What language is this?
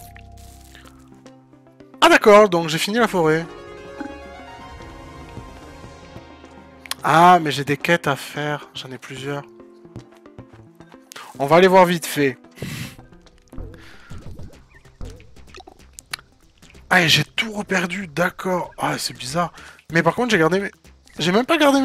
French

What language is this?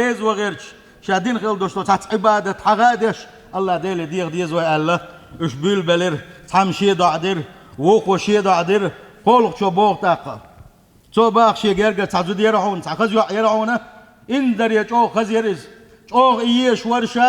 Chechen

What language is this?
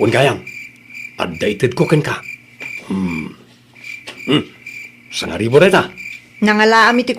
Iloko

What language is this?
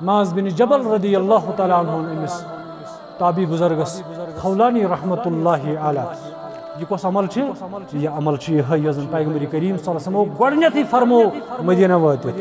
Kashmiri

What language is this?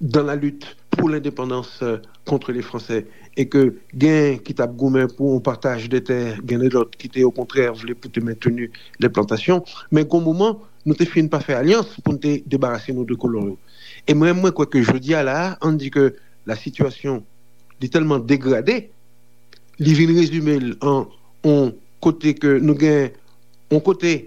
Haitian Creole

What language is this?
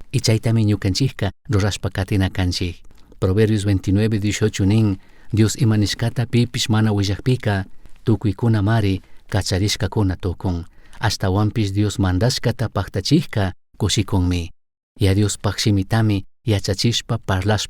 Chimborazo Highland Quichua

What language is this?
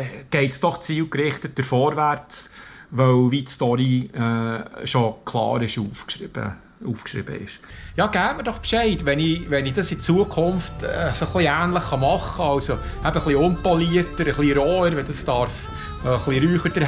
Swiss German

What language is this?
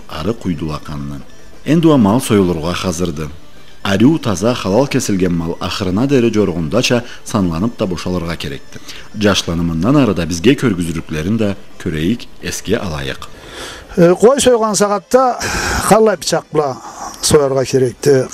Karachay-Balkar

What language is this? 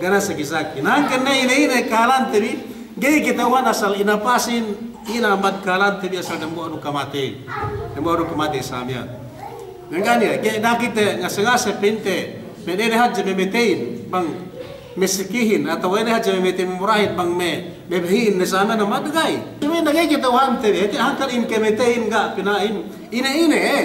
Yakan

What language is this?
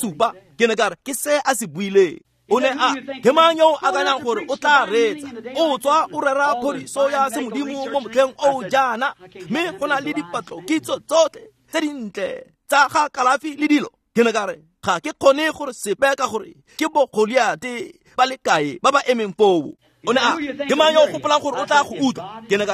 Tswana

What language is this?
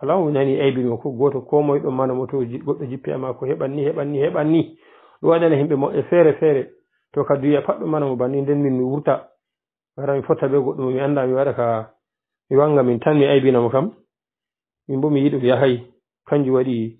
Pular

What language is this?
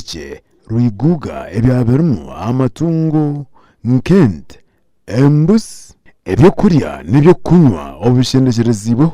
Nyankole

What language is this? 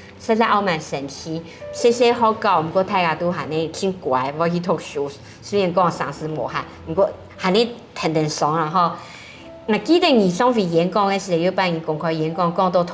Hakka Chinese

